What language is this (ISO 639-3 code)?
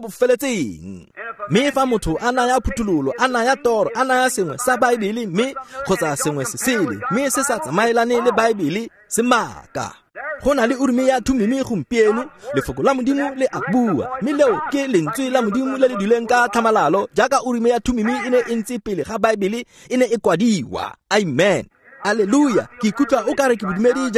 tsn